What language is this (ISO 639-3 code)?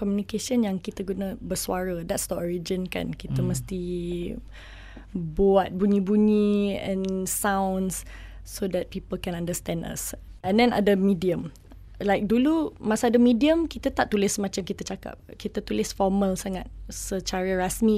msa